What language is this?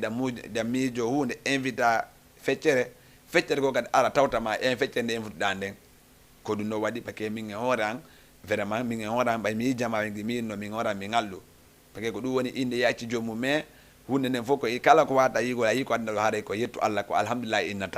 Fula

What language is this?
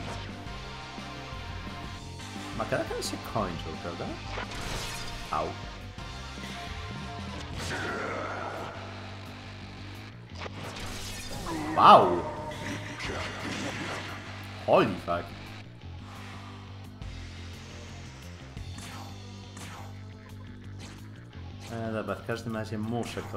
Polish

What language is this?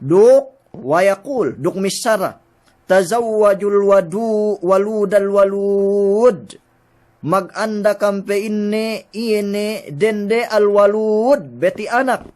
Yakan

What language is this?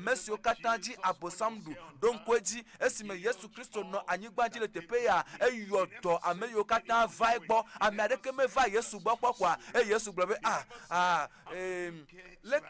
Ewe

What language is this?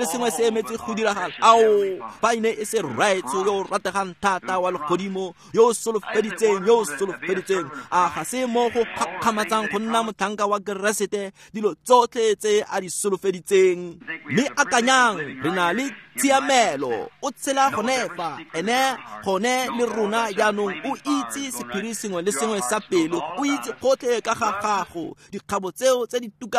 Tswana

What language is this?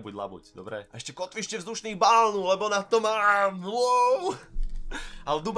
Slovak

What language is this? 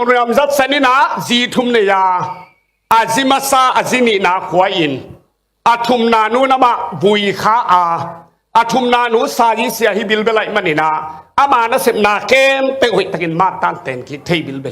Tedim Chin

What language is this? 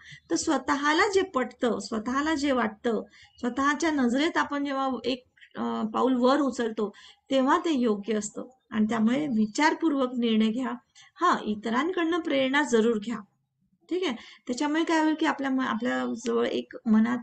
Marathi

